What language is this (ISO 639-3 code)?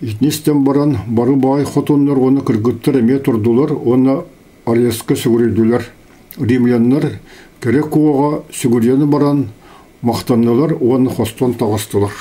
sah